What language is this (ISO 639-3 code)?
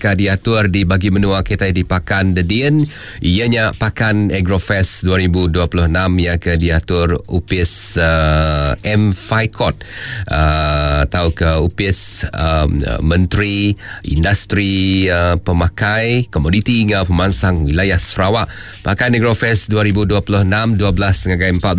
iba